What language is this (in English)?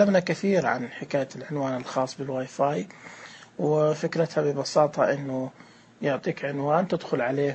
Najdi Arabic